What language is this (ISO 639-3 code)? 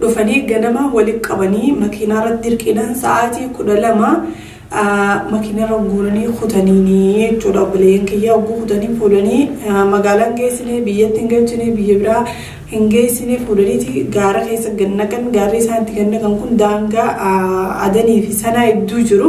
orm